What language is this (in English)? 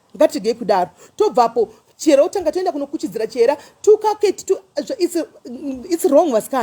Shona